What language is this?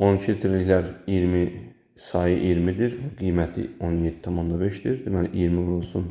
Azerbaijani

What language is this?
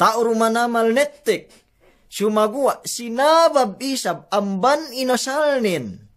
Yakan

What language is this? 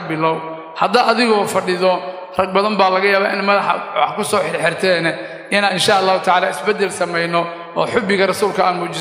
Somali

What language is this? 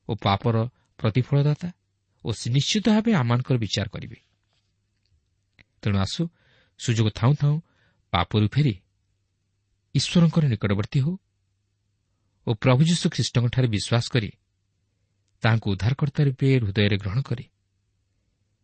Odia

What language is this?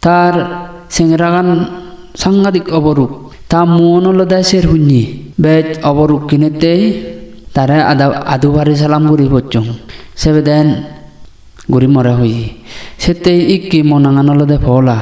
Chakma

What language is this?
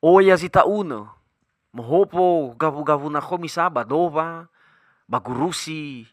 Nias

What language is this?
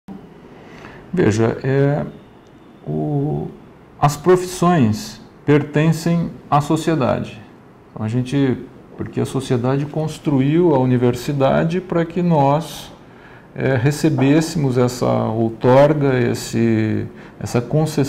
Portuguese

